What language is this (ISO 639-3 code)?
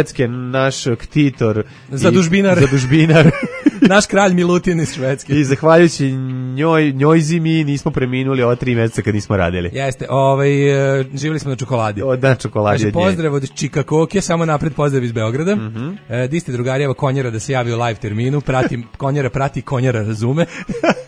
srp